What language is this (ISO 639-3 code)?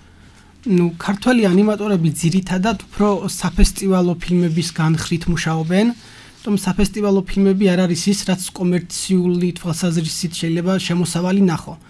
kat